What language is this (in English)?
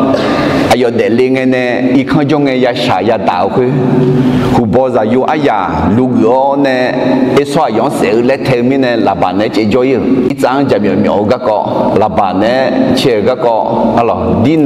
Akha